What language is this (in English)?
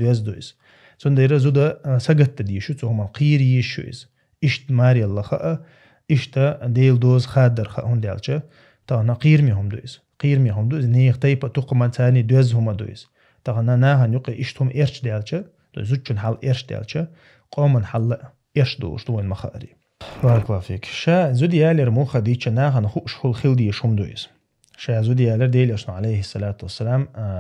Chechen